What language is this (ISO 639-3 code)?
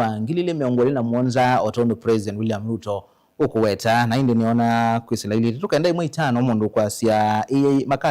kam